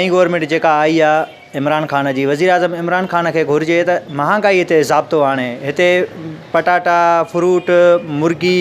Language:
Sindhi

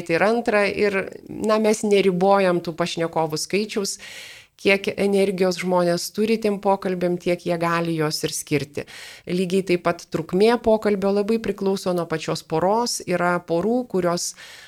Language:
Lithuanian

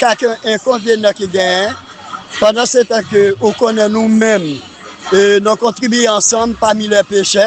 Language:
Haitian Creole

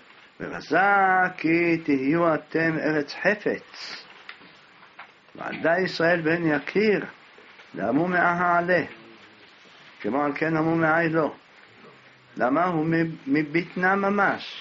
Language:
Hebrew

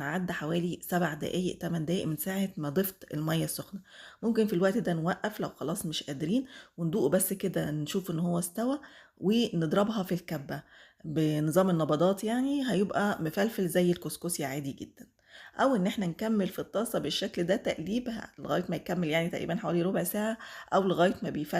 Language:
Egyptian Arabic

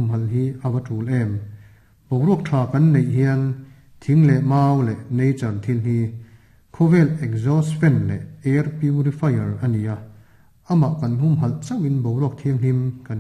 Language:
Mizo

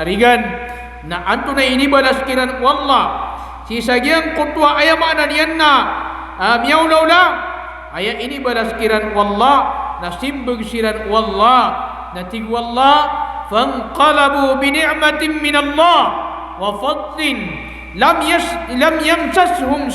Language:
Maranao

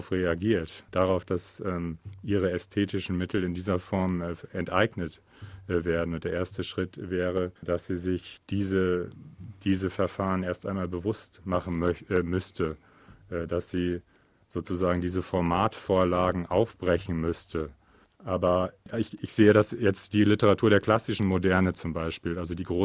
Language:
German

